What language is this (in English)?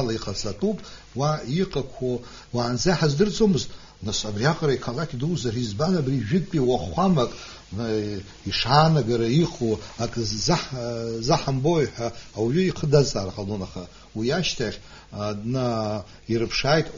Abkhazian